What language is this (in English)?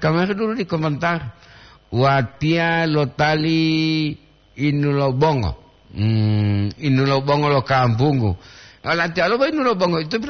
Gorontalo